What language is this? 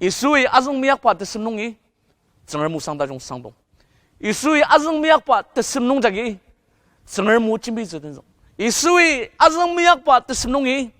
Ao Naga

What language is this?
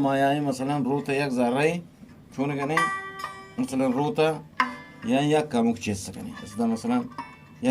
Eastern Balochi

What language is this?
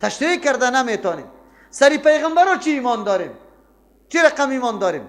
Persian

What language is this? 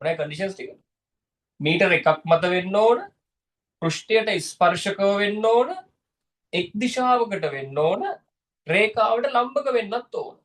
Sinhala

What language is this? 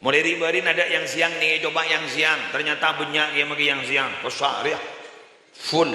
Madurese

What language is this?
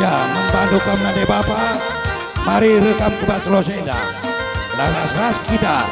Batak Karo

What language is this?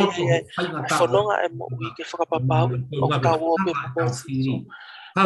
Tongan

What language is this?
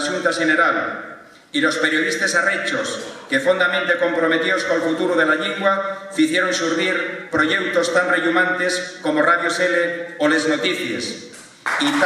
Asturian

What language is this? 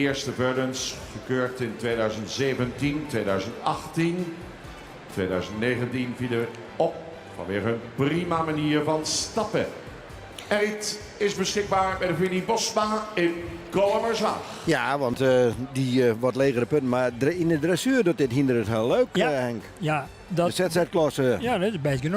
Western Frisian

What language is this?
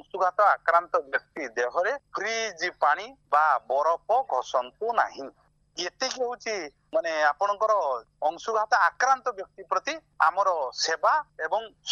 Odia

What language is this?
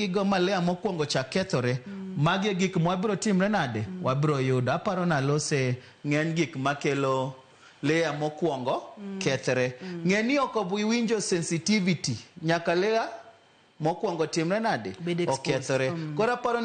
Luo (Kenya and Tanzania)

